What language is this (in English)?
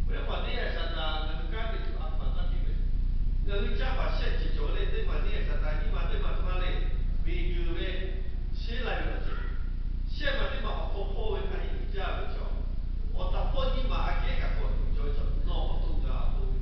Lahu